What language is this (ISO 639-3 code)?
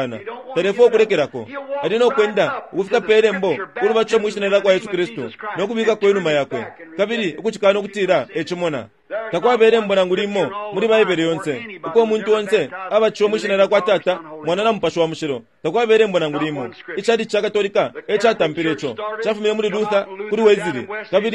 bem